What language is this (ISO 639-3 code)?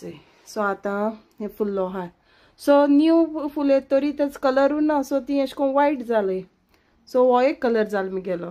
kok